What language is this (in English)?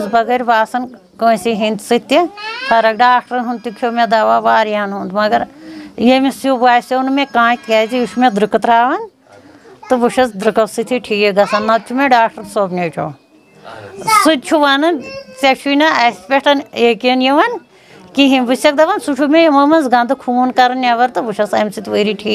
Kashmiri